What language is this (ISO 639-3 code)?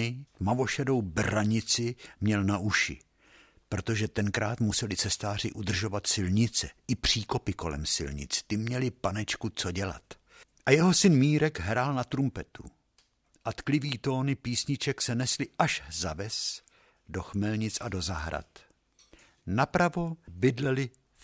ces